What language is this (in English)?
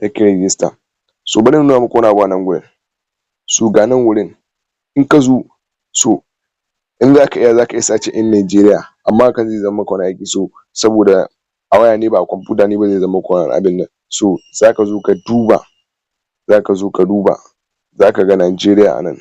Hausa